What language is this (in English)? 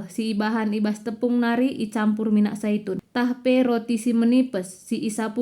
Batak Karo